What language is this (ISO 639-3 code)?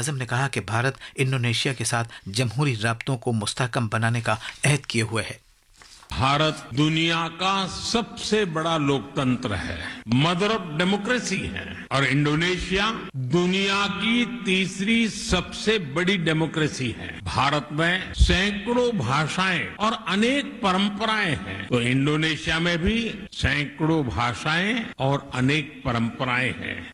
urd